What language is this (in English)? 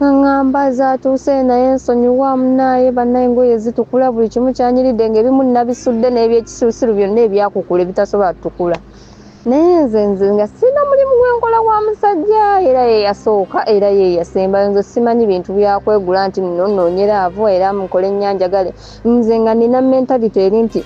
Ganda